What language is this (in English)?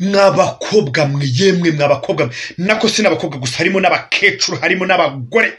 Kinyarwanda